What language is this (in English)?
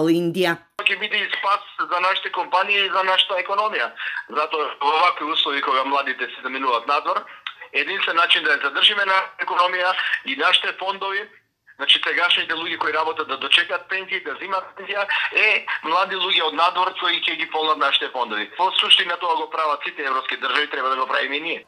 Macedonian